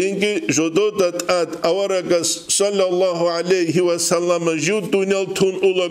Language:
Avaric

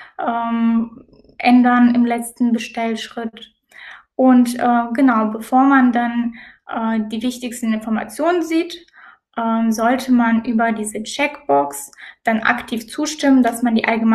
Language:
German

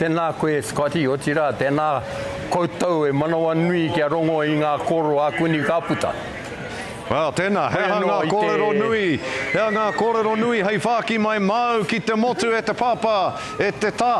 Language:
Māori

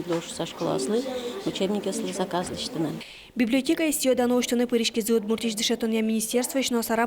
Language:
Udmurt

